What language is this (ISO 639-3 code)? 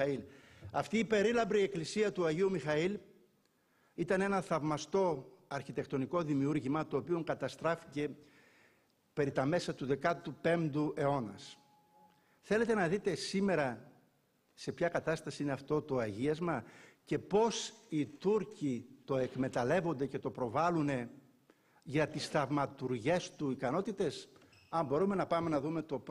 ell